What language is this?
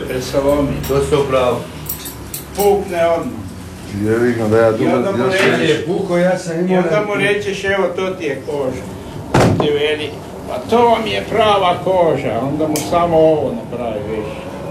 Croatian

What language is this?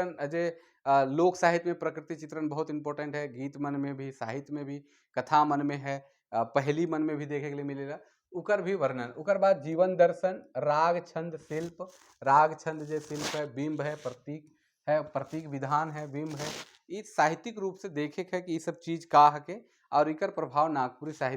Sadri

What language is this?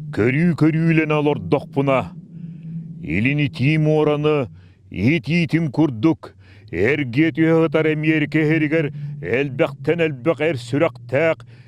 Yakut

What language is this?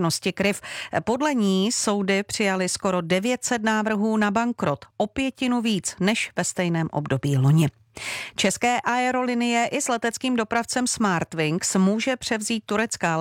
Czech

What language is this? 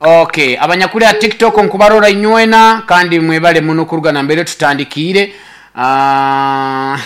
Nyoro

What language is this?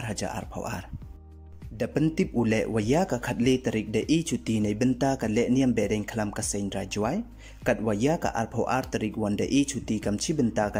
Pnar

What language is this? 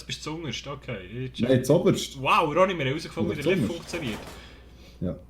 Swiss German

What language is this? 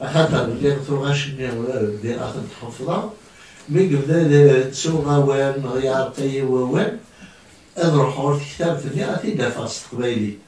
Kabyle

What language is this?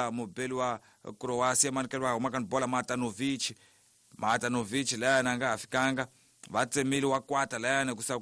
Tsonga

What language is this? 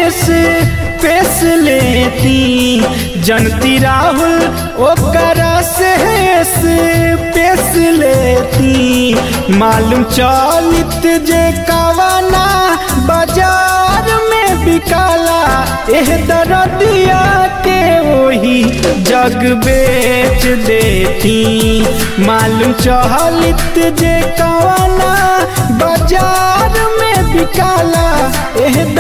Bhojpuri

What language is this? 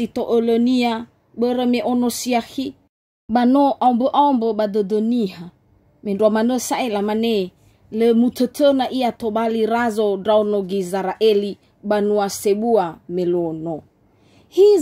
Nias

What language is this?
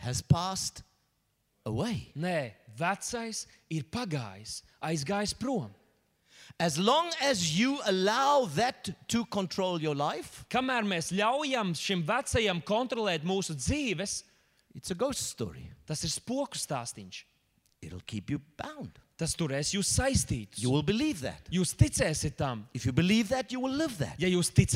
Latvian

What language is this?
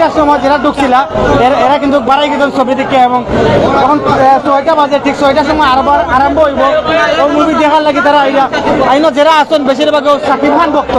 Sylheti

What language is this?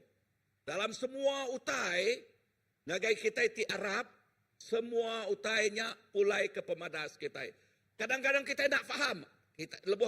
Iban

